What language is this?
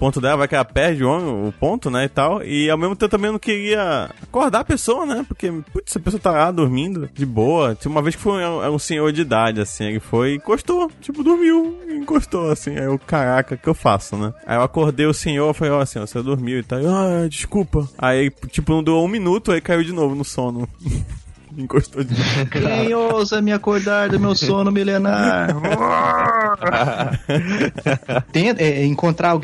Portuguese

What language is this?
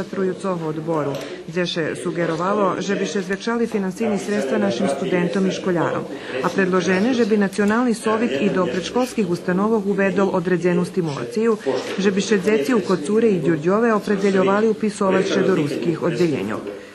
Rusyn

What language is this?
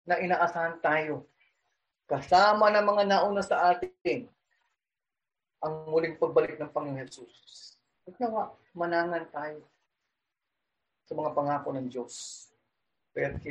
Filipino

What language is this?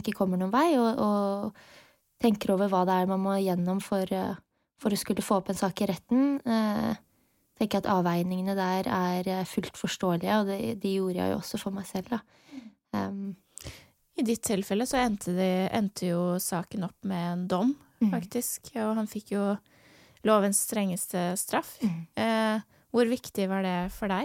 Norwegian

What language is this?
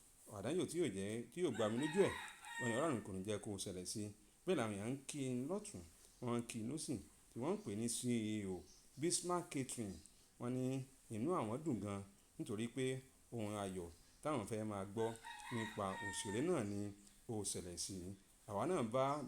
Yoruba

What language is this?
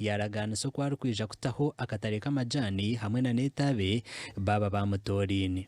Nyankole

